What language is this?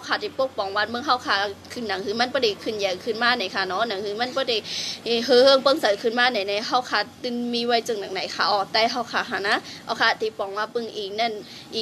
Shan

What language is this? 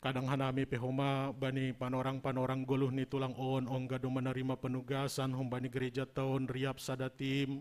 Batak Simalungun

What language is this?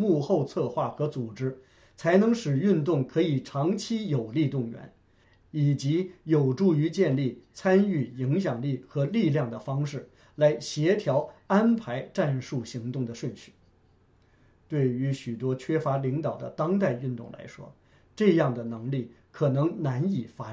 Chinese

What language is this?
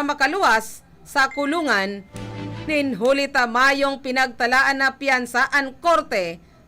Bikol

